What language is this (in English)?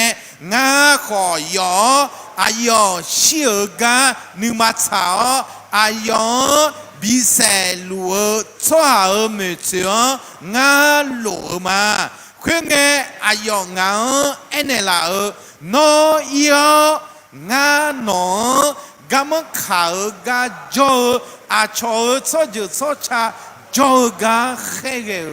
Akha